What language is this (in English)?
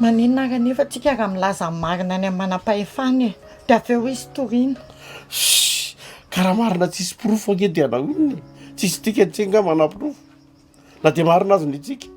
Malagasy